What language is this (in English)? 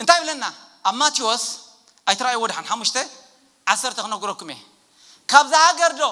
Tigrinya